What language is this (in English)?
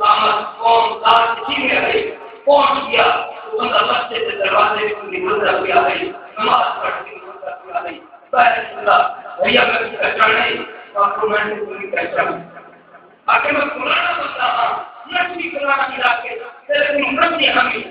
Saraiki